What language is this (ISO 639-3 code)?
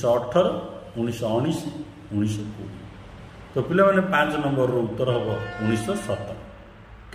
ori